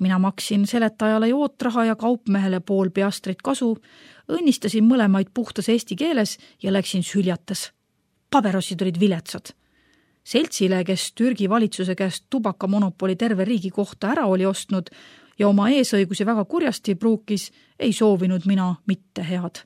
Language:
Estonian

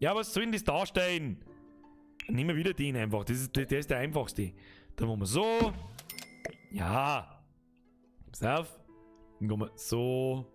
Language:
Bavarian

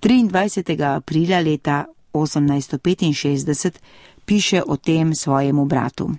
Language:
Slovenian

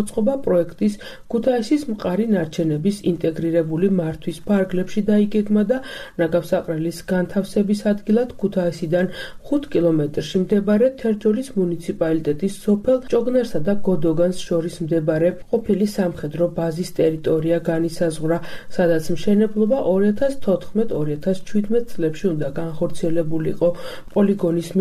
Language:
Georgian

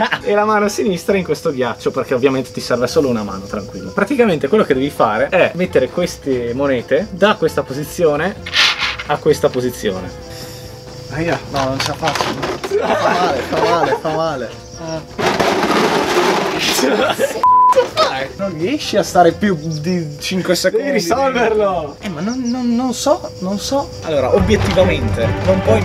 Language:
Italian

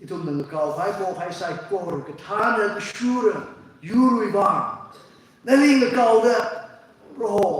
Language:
Tangkhul Naga (India)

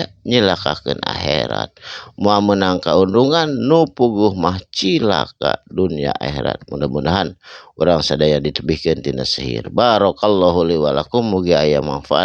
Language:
Sundanese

